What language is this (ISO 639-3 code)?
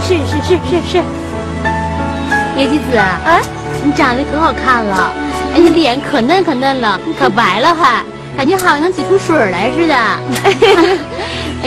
zho